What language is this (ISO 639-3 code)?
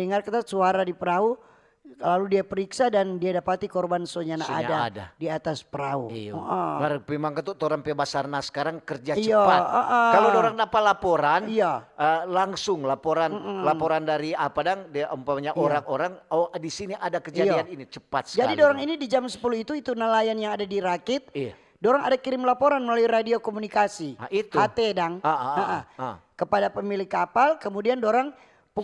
xmm